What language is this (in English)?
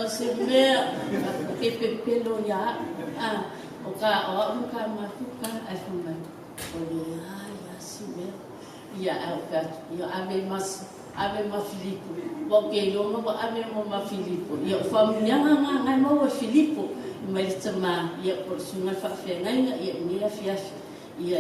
Samoan